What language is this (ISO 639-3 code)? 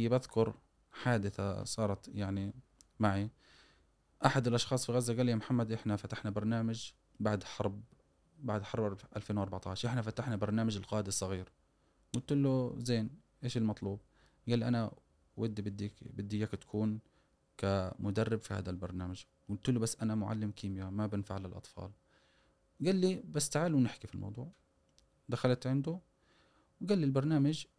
afb